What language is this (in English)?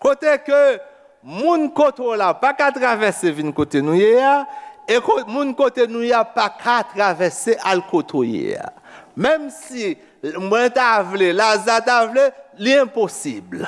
Haitian Creole